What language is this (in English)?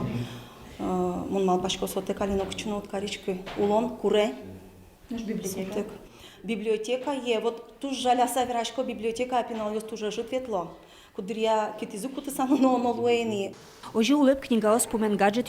Udmurt